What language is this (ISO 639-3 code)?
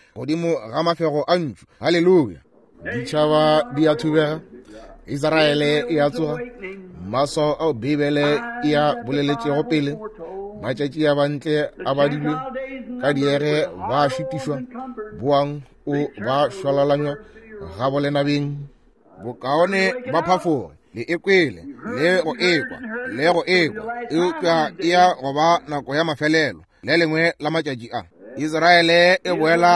nso